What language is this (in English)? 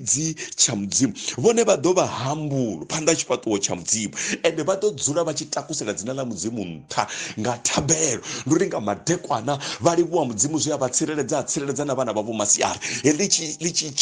Venda